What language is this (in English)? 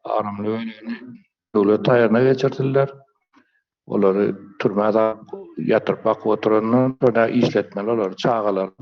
Turkmen